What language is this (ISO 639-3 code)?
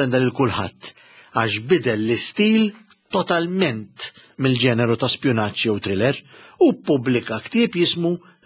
mlt